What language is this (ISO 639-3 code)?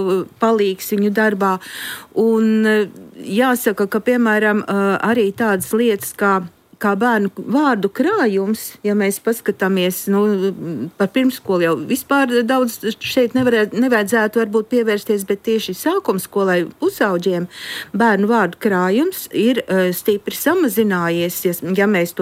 lav